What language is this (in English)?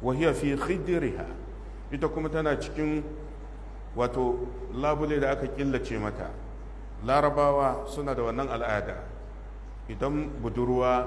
Hausa